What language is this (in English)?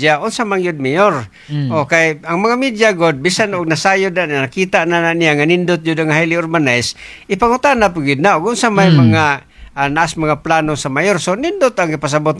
Cebuano